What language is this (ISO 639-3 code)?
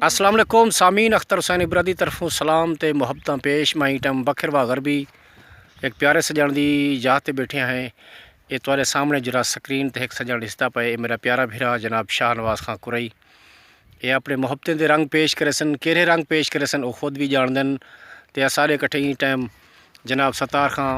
skr